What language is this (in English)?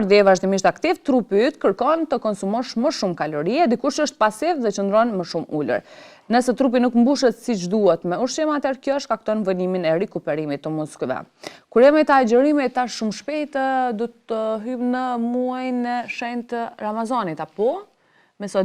Albanian